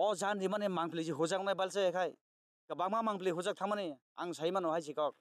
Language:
Kok Borok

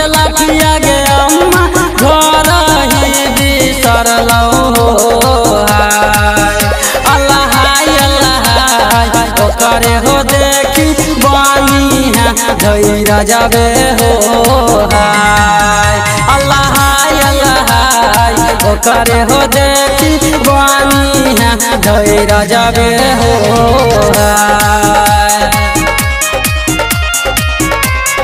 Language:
Bhojpuri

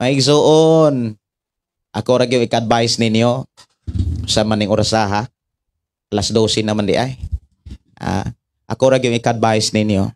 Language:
Cebuano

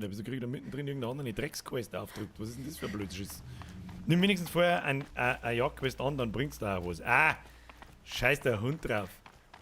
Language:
Bavarian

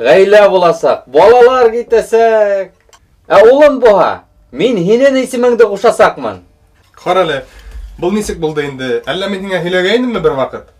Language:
Bashkir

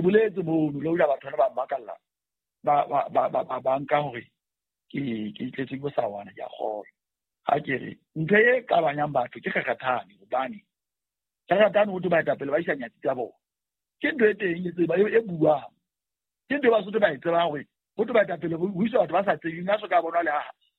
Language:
Southern Sotho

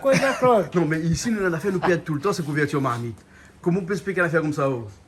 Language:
Réunion Creole French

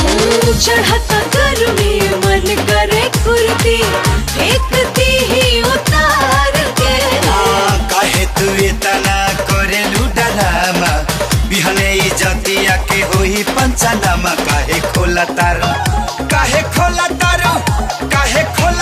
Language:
Bhojpuri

